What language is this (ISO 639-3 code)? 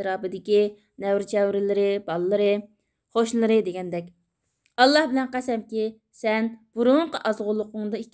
uig